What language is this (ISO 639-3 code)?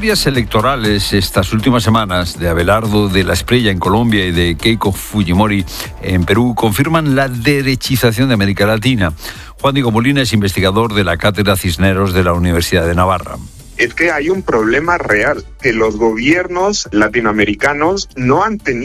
spa